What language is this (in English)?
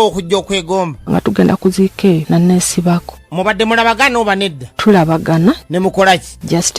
Ganda